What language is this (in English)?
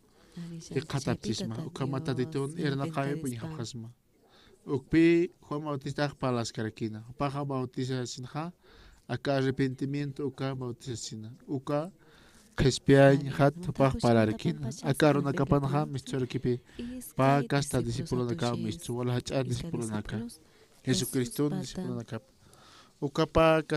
Aymara